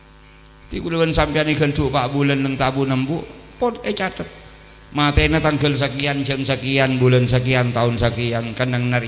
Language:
Madurese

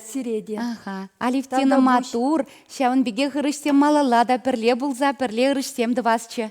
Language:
Chuvash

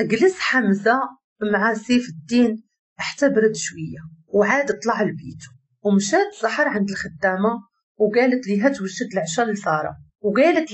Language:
Moroccan Arabic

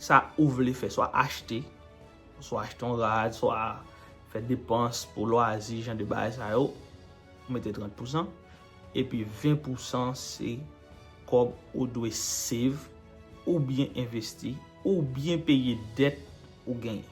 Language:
Haitian Creole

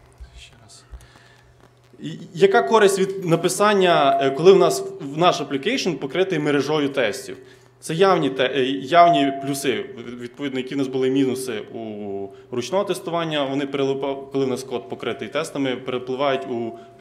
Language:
Ukrainian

